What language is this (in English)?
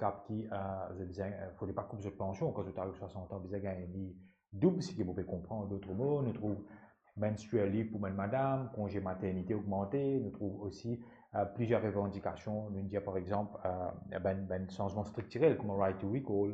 Morisyen